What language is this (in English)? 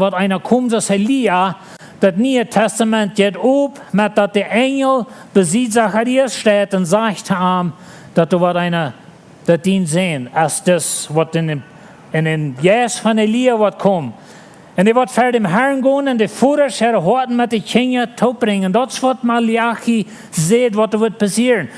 Plautdietsch